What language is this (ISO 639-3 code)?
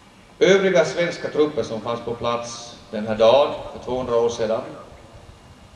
swe